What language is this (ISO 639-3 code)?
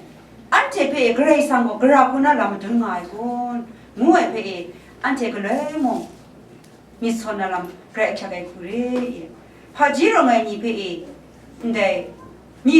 kac